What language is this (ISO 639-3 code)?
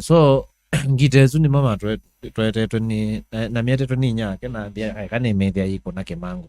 kam